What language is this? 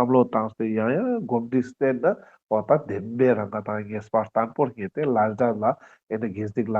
Ladakhi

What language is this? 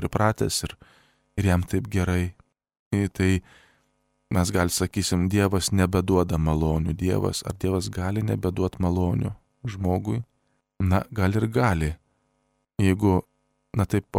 Lithuanian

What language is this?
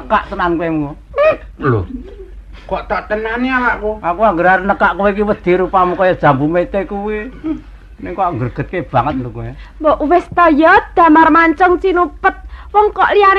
Javanese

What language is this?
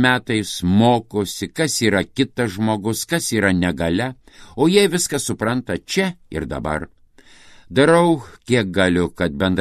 Lithuanian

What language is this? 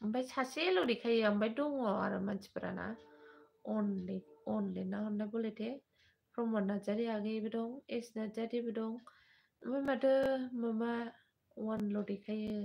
Bodo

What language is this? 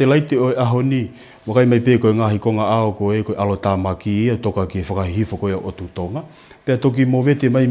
Tongan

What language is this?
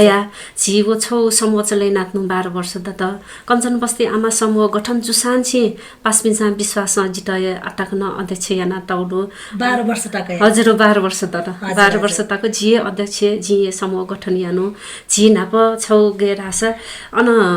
Newari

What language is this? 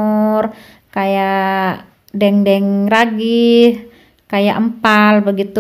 Indonesian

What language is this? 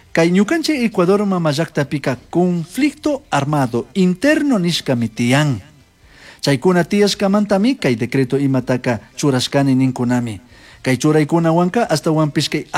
Chimborazo Highland Quichua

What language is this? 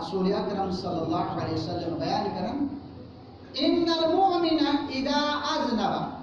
Kashmiri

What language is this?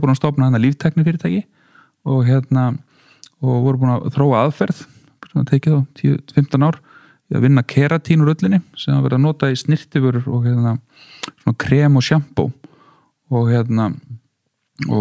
Icelandic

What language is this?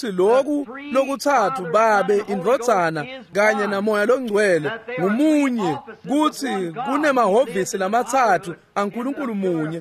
Swati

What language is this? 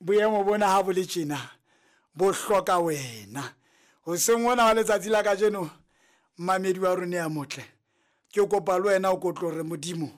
Southern Sotho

